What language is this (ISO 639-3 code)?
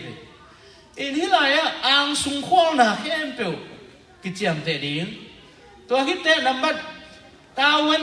ctd